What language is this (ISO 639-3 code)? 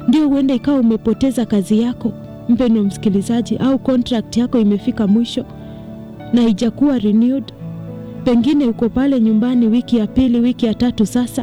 swa